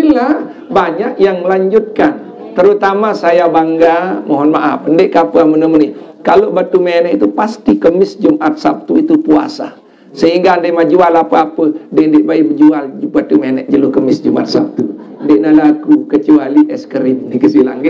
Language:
Sasak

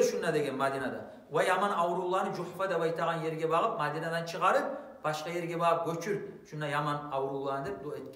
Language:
Kumyk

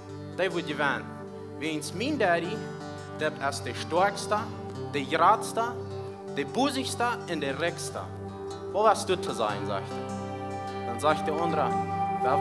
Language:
Plautdietsch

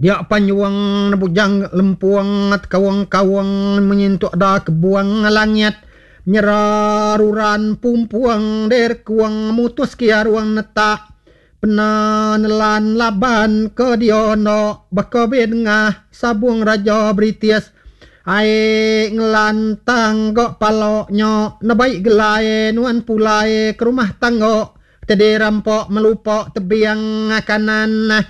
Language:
Iban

